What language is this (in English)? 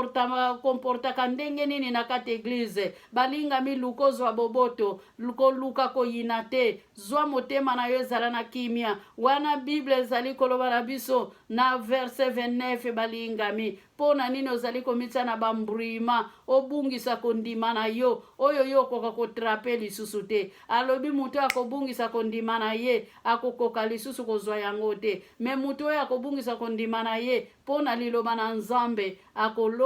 Lingala